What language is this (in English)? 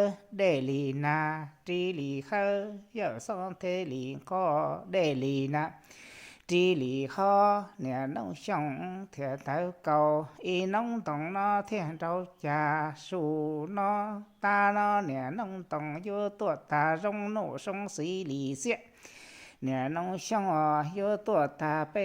Hmong